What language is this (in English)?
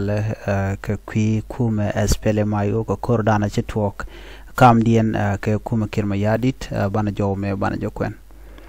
Nuer